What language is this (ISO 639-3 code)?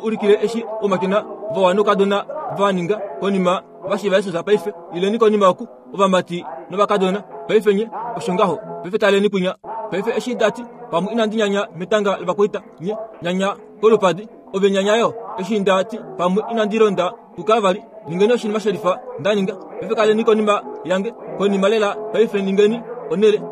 kua